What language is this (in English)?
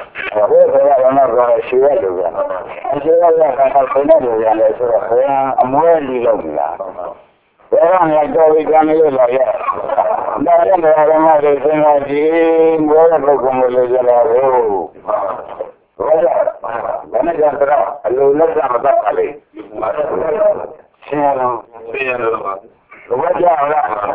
Burmese